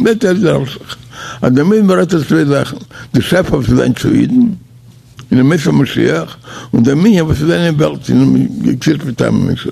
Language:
Yiddish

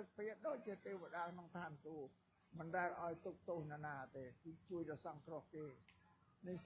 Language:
Khmer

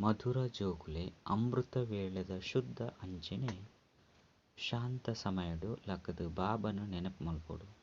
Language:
Tulu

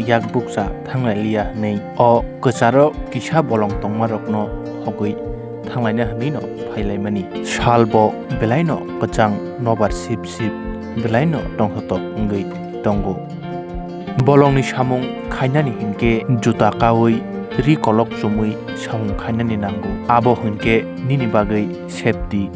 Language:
Kok Borok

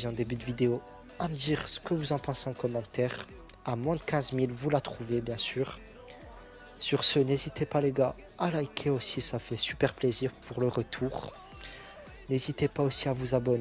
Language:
French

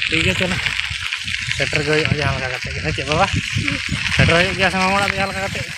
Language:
Santali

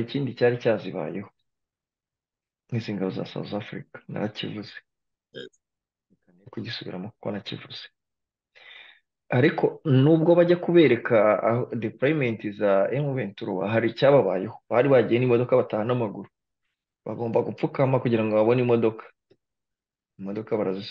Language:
Kinyarwanda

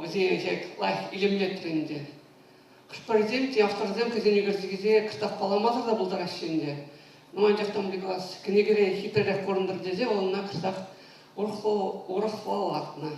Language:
Chuvash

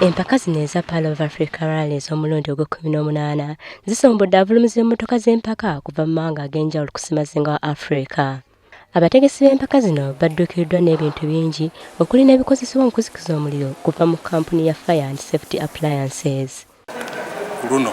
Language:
Ganda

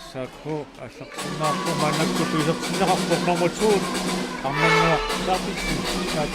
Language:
Kalaallisut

